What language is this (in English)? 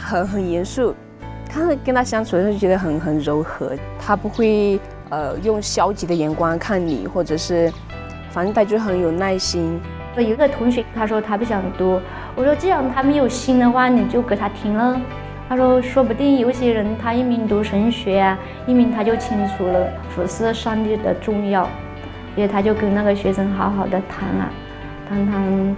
Chinese